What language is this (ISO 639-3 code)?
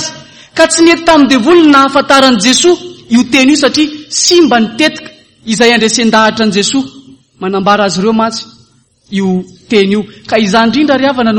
mlg